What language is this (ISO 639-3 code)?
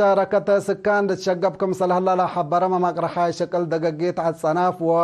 tig